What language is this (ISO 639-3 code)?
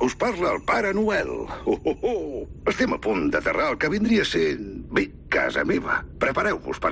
cat